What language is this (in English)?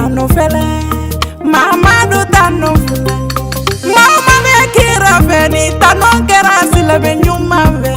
Bambara